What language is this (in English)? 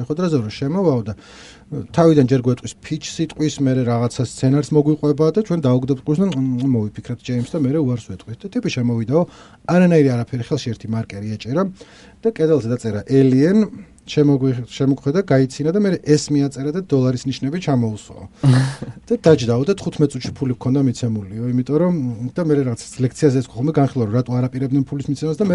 Georgian